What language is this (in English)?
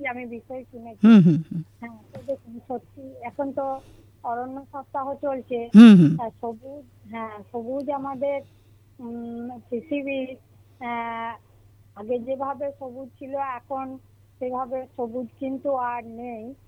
Bangla